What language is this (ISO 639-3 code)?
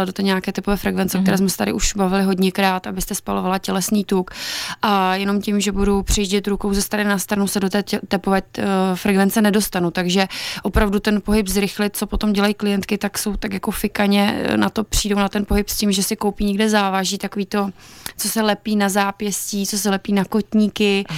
ces